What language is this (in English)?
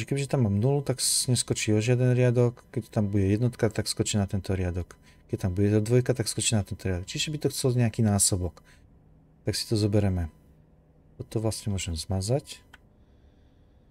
Slovak